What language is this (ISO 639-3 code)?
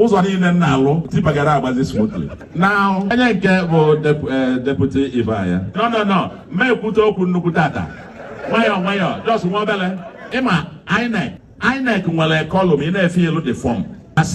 ibo